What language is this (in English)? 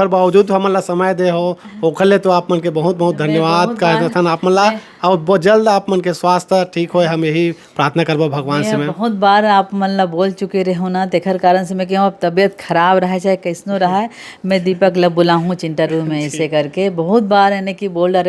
Chhattisgarhi